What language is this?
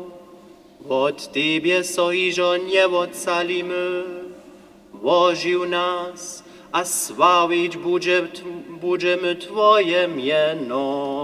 Upper Sorbian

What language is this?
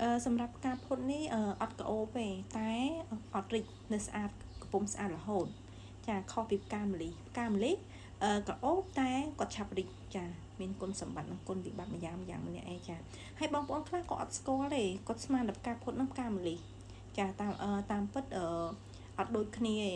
Khmer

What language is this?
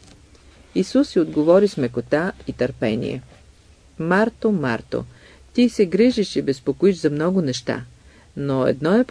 Bulgarian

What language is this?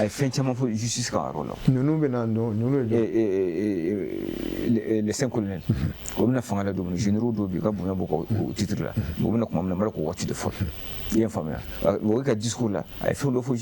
Bambara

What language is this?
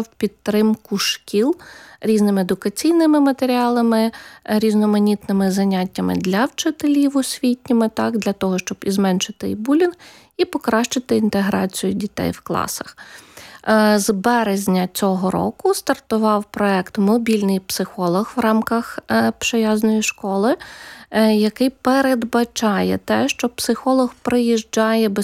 Ukrainian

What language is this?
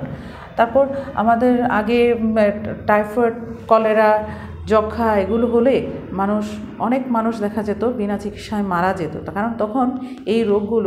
Bangla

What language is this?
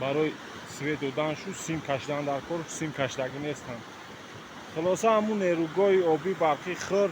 Tajik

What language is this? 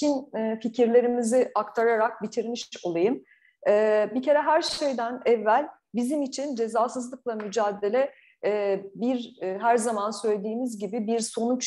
Turkish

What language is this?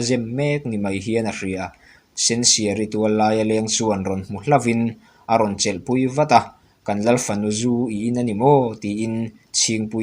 Mizo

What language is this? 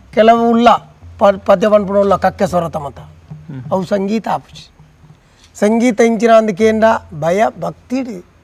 Tulu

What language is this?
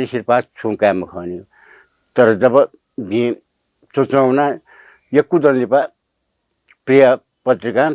Newari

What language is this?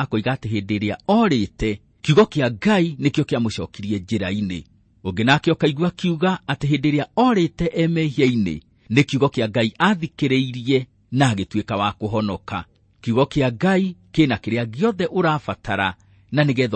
Kikuyu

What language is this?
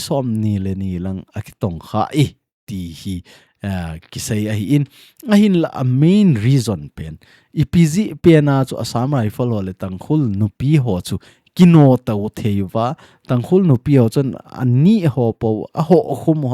Thado Chin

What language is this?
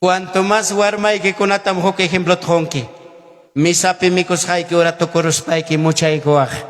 Ayacucho Quechua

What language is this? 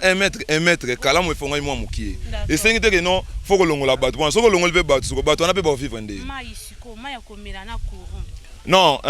Lingala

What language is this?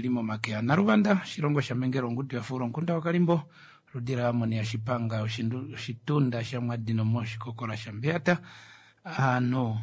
Kuanyama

